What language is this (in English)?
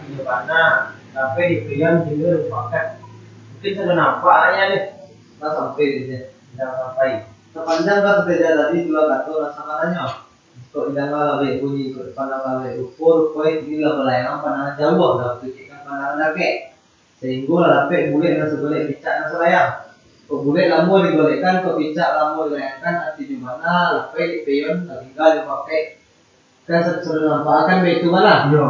Minangkabau